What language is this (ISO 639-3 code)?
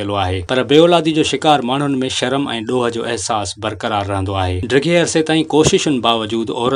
snd